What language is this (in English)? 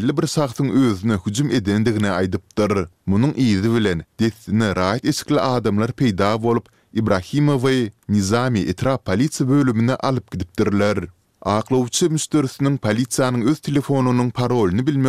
Turkmen